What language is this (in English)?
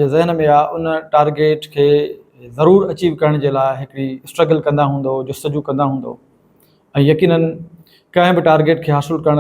Sindhi